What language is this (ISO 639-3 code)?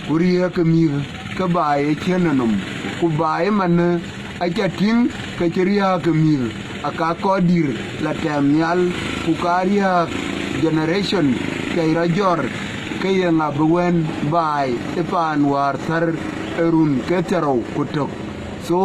din